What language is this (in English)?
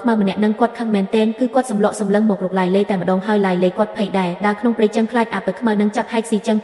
Khmer